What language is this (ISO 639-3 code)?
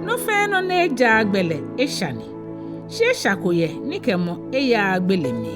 gaa